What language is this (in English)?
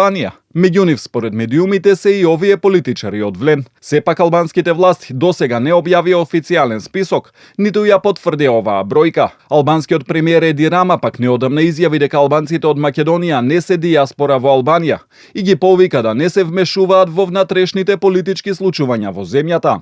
Macedonian